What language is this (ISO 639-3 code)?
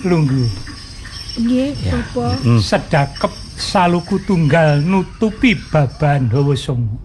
jav